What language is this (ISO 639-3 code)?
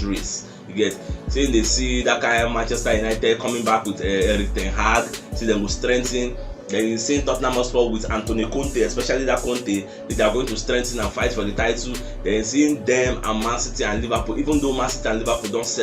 pcm